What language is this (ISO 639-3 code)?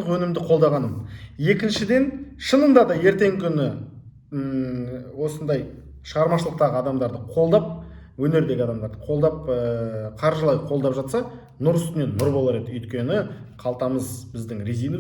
kaz